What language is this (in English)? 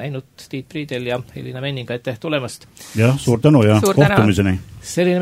Estonian